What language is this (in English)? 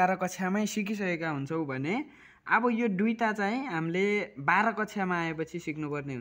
Nepali